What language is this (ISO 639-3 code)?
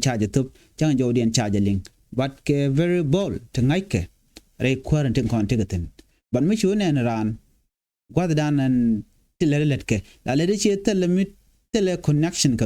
nus